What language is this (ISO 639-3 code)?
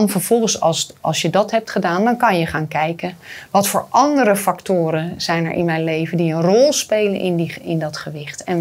nld